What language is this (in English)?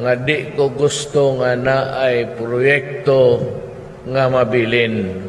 Cebuano